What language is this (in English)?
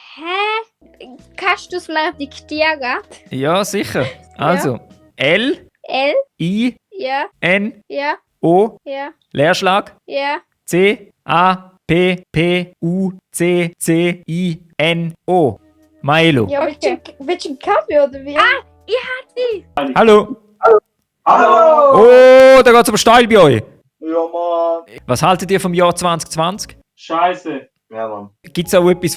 Swiss German